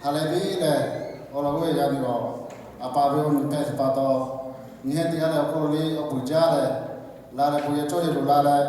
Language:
Lahu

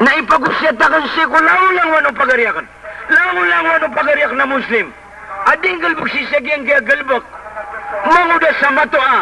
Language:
Maranao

